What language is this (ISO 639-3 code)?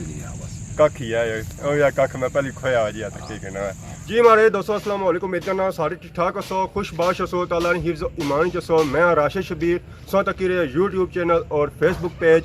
phr